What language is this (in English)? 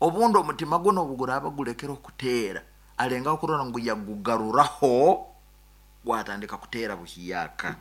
Nyankole